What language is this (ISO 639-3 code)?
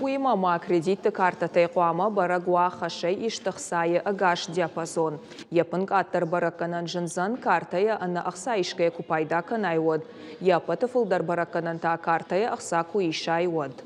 oss